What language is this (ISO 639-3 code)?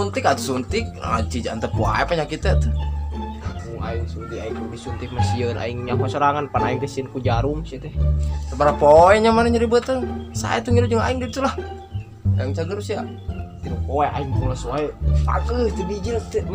sun